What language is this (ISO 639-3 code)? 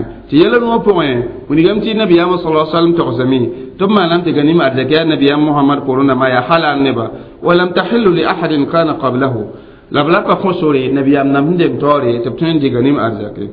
mos